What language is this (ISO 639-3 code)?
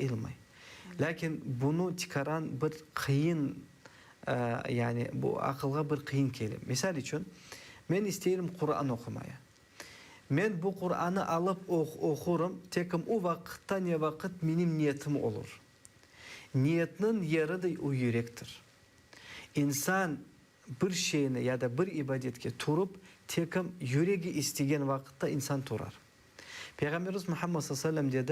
crh